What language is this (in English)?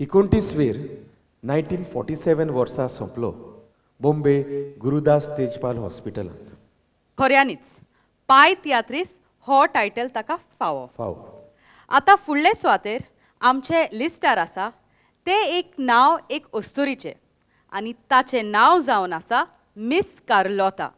Konkani